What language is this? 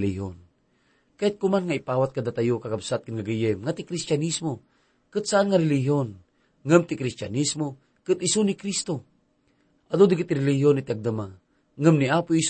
Iloko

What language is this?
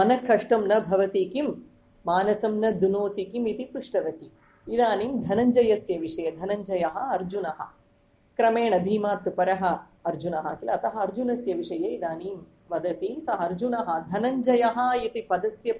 Sanskrit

